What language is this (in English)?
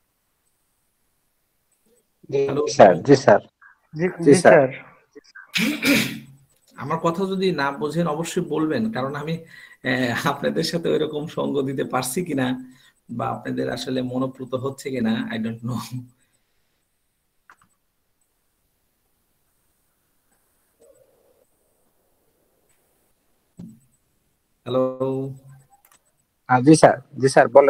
Bangla